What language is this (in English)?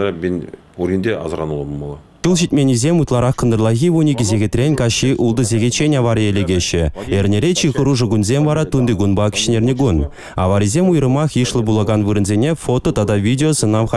Chuvash